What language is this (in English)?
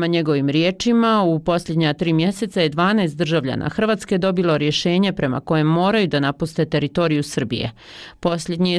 Bosnian